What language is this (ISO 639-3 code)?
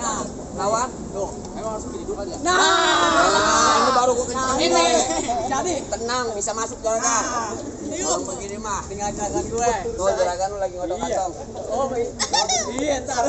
bew